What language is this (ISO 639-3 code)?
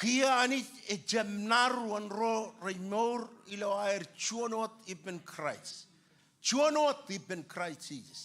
mah